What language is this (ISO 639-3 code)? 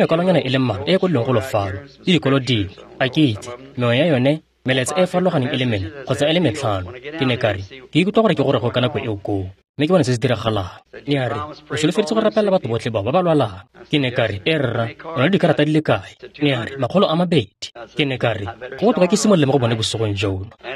tsn